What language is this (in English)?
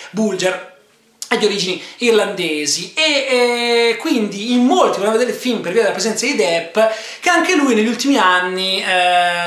Italian